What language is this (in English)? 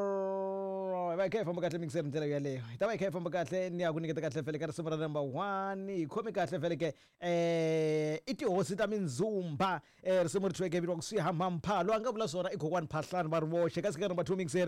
Tsonga